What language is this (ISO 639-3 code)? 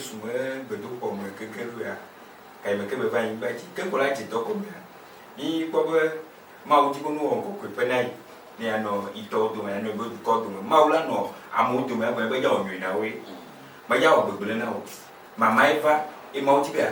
ewe